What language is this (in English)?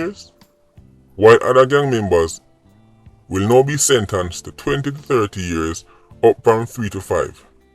Jamaican Creole English